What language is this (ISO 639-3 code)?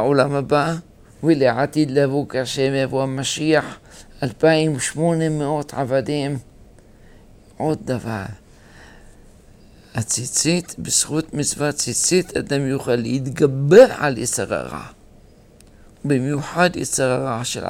heb